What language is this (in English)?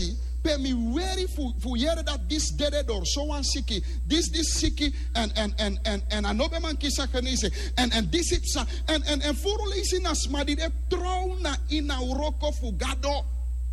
Sranan Tongo